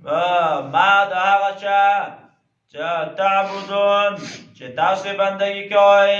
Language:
Pashto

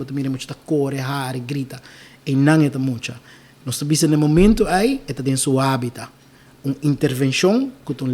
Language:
Papiamento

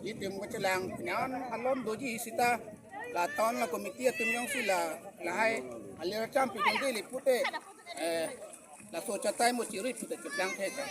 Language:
Karbi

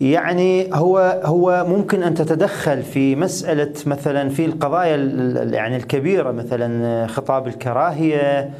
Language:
Mesopotamian Arabic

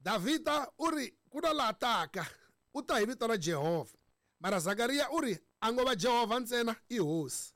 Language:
Tsonga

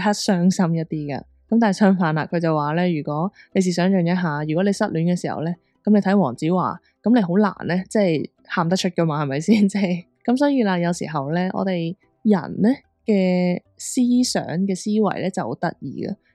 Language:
Cantonese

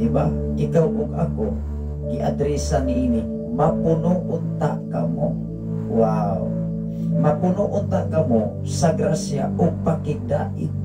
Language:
Cebuano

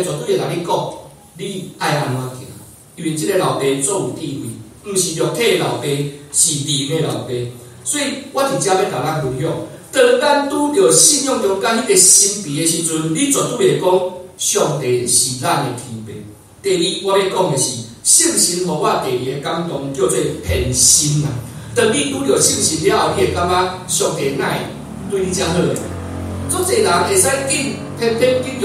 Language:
Min Nan Chinese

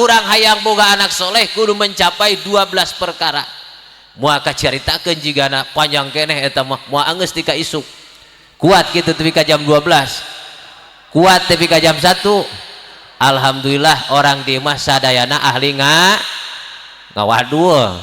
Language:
Sundanese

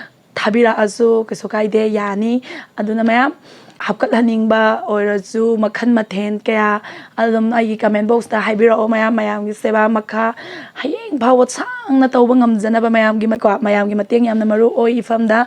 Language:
Manipuri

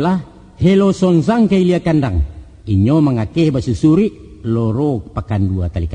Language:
Minangkabau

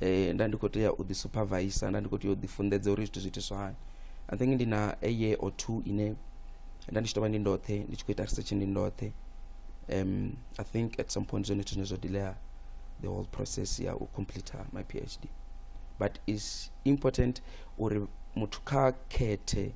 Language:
Venda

